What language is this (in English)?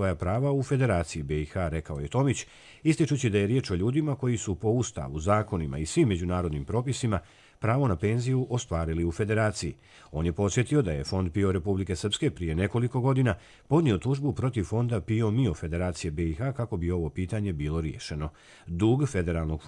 Croatian